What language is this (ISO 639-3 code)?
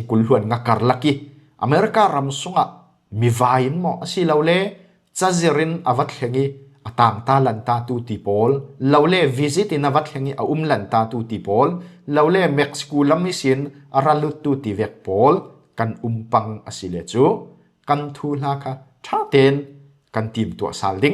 cfm